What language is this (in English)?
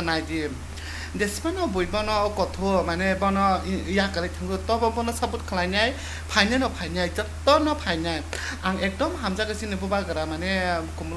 Kok Borok